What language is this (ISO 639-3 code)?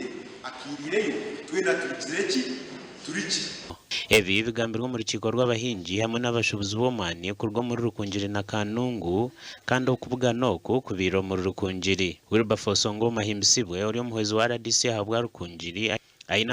nyn